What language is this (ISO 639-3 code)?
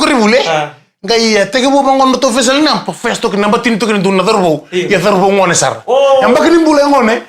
fij